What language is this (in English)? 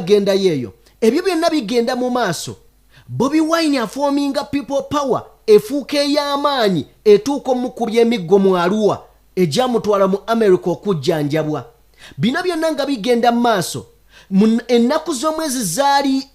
Ganda